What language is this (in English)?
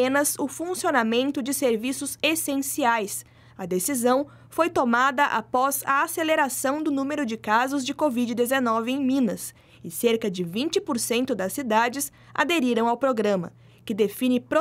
Portuguese